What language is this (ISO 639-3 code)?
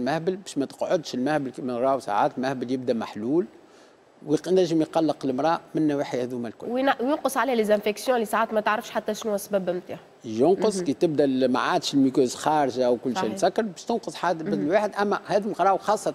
aeb